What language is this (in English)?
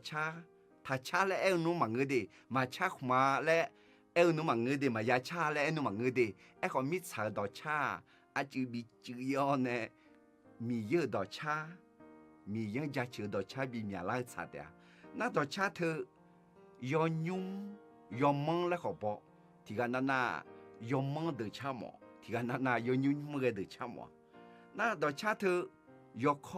Akha